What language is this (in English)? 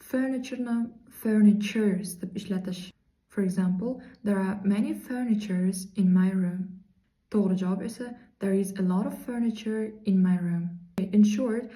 Uzbek